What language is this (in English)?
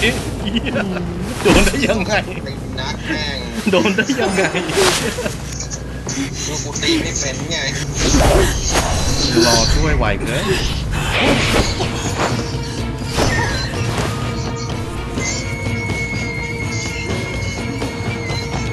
Thai